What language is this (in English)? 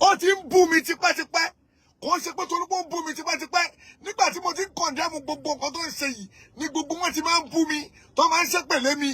Yoruba